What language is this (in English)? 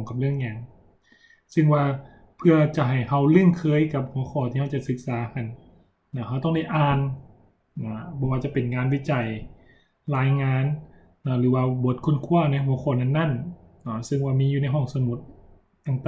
Lao